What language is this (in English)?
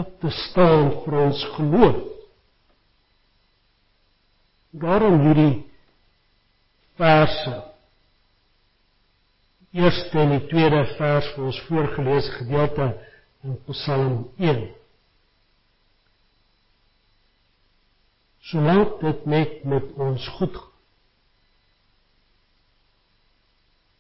Afrikaans